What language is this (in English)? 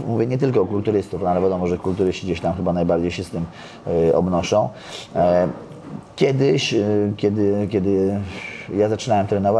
Polish